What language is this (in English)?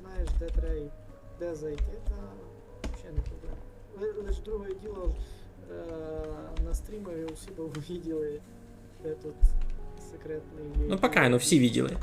Rusyn